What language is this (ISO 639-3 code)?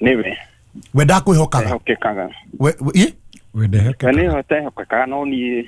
kik